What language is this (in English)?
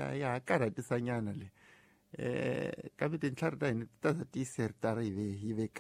Tsonga